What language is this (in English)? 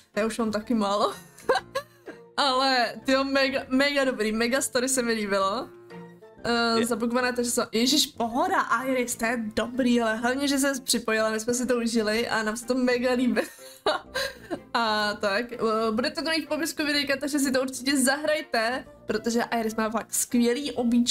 Czech